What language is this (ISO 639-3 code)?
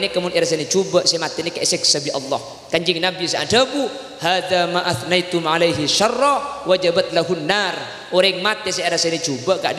mad